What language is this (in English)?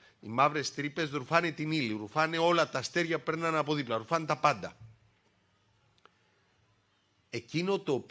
Greek